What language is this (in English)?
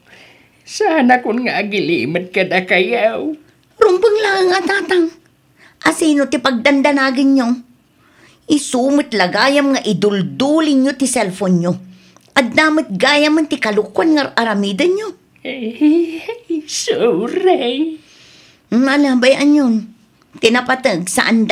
Iloko